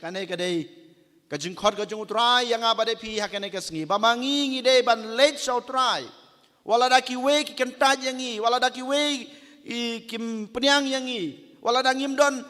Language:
Khasi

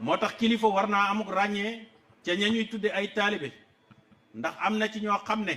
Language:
Wolof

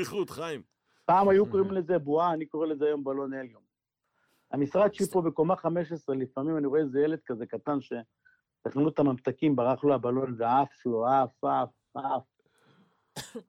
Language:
Hebrew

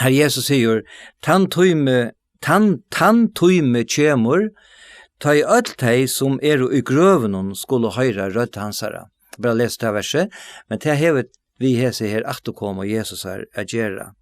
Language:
Faroese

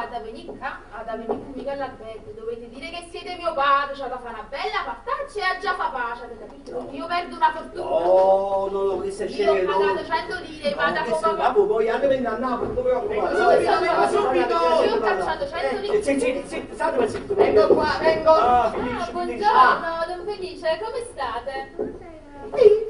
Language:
Neapolitan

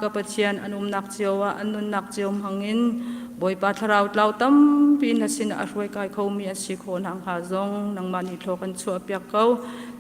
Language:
Hakha Chin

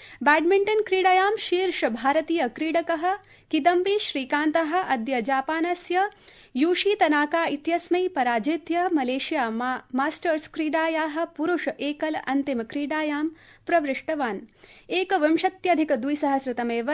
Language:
Sanskrit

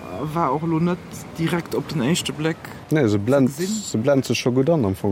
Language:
Luxembourgish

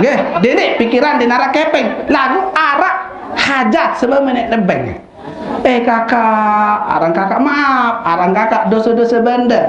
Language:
Sasak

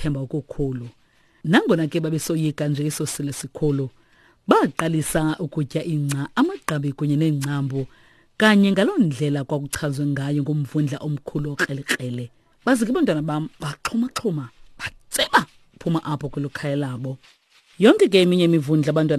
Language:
Xhosa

